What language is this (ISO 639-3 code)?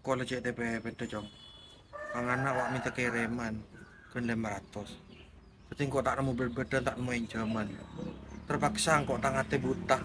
mad